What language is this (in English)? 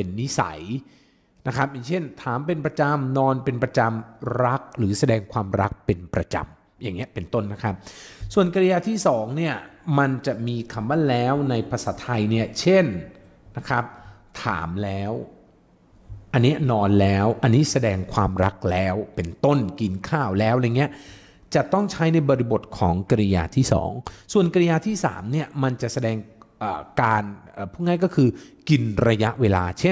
Thai